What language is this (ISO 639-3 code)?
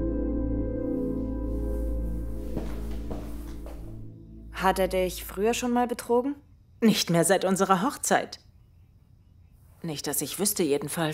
deu